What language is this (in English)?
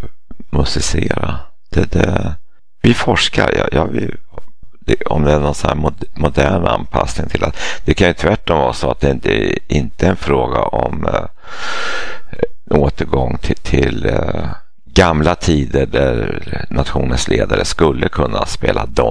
Swedish